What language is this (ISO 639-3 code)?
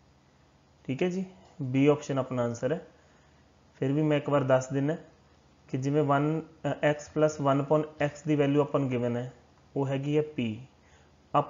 pan